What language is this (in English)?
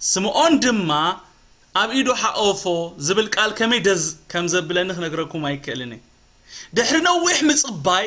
Tigrinya